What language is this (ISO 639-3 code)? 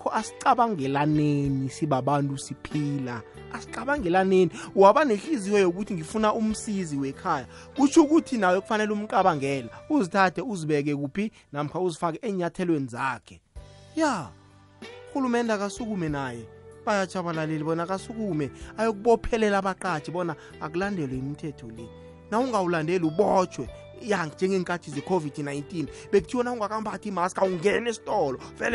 nbl